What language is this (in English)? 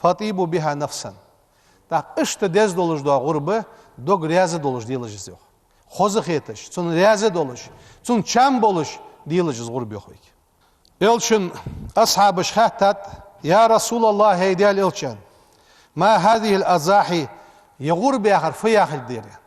Ingush